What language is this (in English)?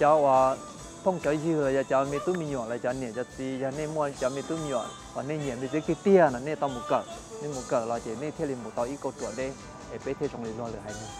Hmong